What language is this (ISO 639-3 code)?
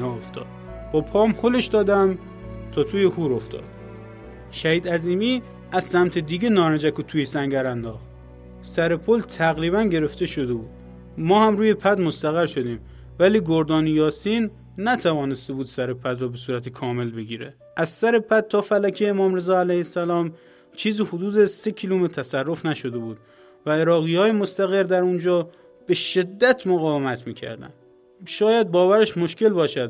fas